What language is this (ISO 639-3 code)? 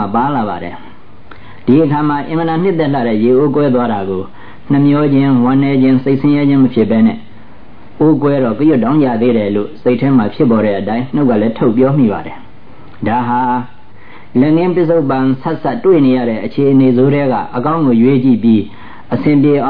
mya